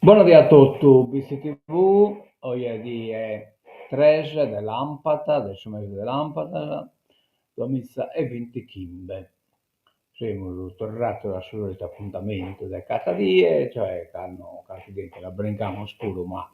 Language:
Sardinian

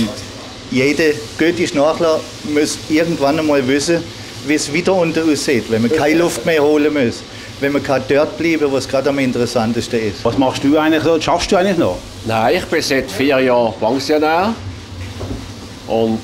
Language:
German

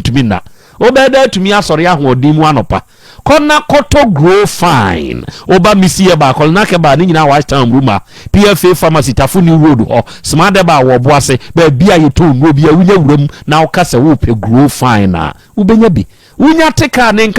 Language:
Akan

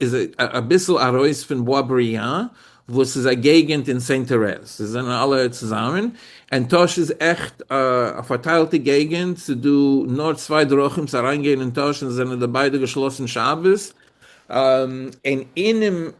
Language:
Yiddish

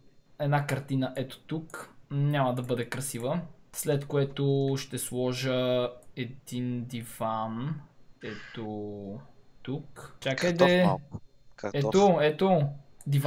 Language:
Bulgarian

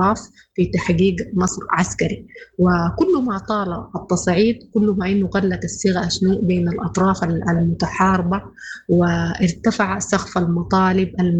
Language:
Sudanese Arabic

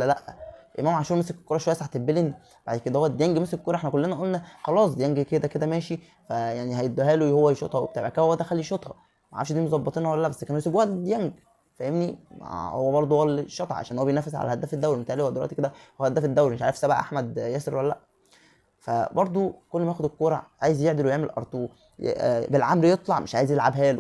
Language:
Egyptian Arabic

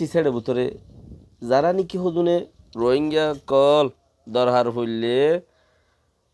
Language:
Rohingya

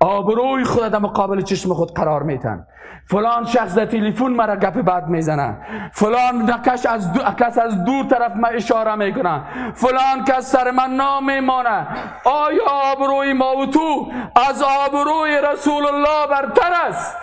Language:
Persian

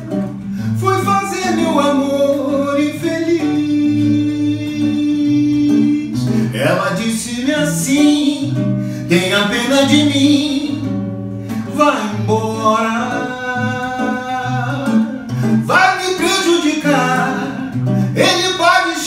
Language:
Portuguese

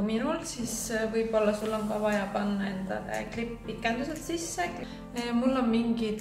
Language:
Estonian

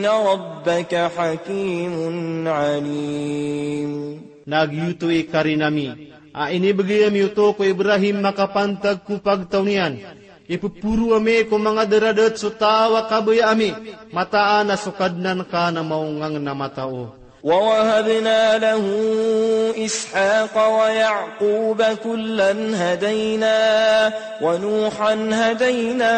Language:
Maranao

